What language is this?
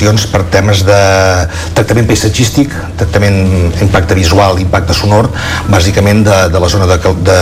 Catalan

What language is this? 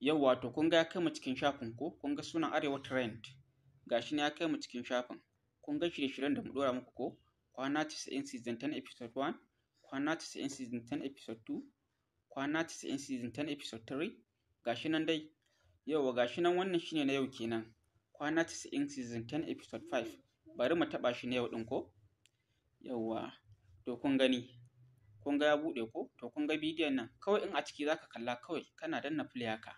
Hausa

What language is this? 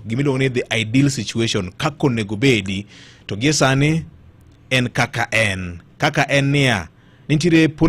Luo (Kenya and Tanzania)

